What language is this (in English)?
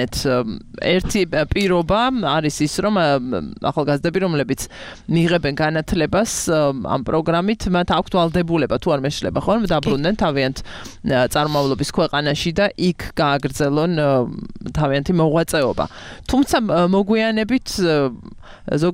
Georgian